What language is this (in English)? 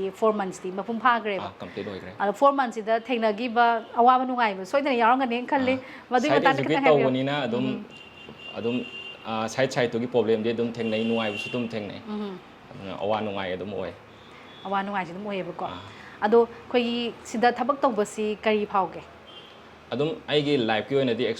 Manipuri